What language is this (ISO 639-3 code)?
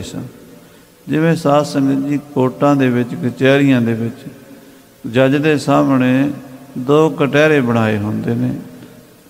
pan